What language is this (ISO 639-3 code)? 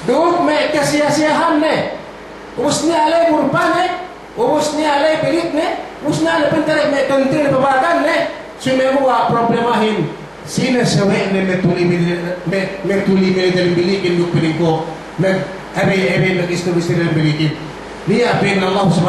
yka